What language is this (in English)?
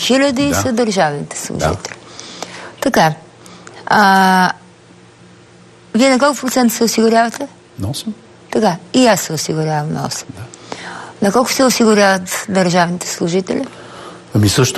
Bulgarian